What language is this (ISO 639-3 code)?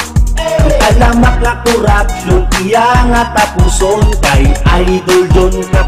hil